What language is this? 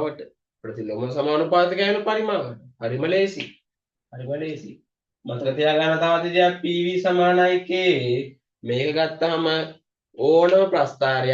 Sinhala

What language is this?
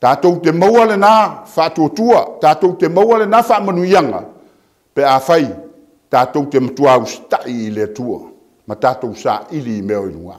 Samoan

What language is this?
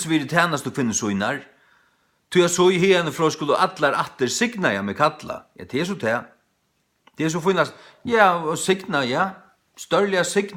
Faroese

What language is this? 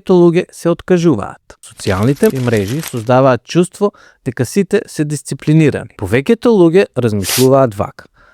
Macedonian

